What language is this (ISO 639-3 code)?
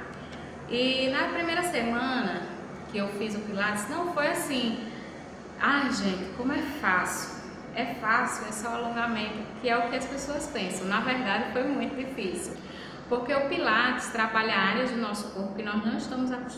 por